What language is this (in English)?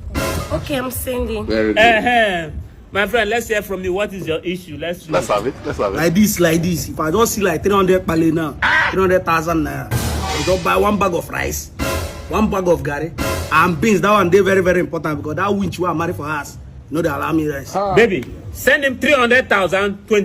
Nigerian Pidgin